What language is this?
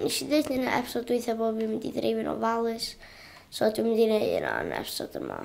Welsh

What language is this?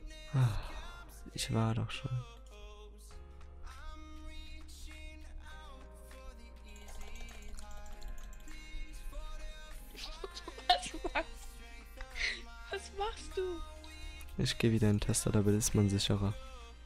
German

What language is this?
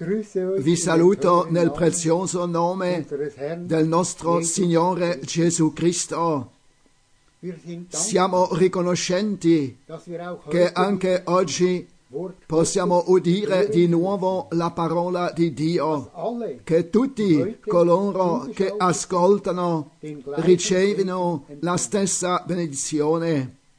Italian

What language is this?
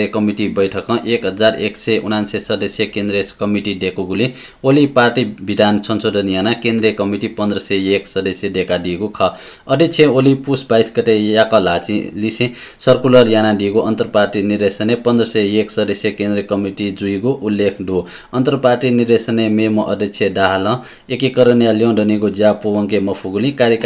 Newari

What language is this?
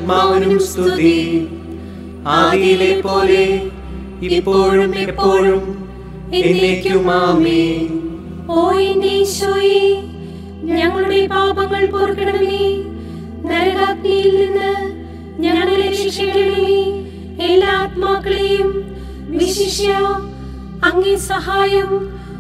Malayalam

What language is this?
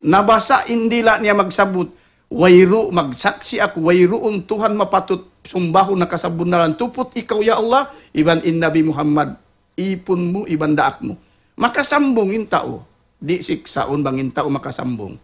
Tausug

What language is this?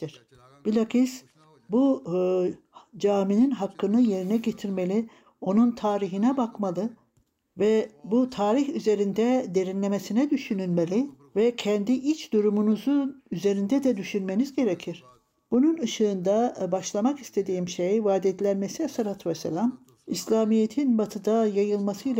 Turkish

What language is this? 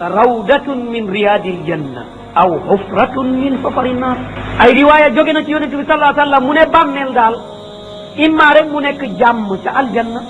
Wolof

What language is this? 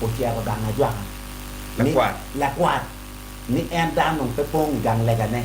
Acoli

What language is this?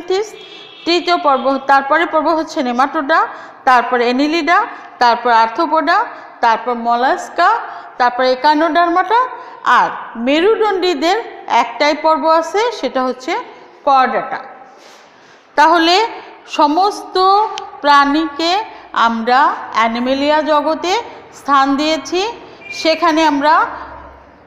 Bangla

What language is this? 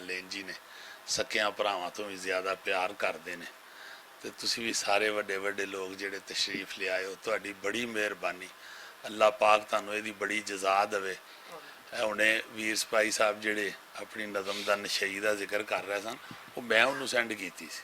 Western Panjabi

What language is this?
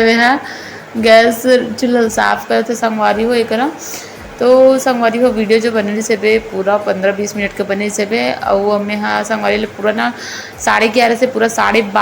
Chhattisgarhi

